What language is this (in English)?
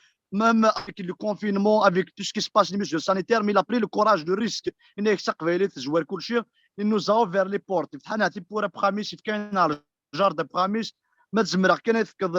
Kabyle